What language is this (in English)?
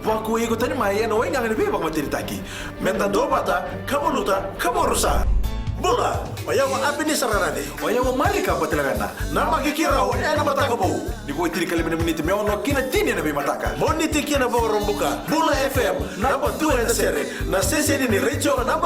Fijian